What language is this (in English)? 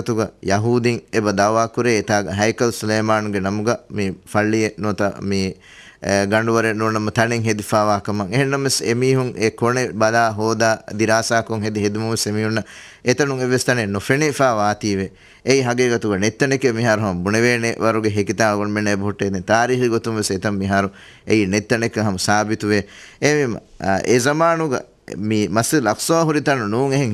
Divehi